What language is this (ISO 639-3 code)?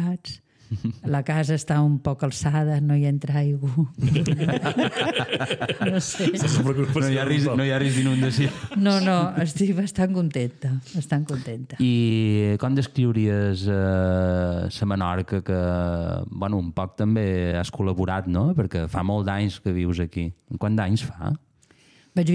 cat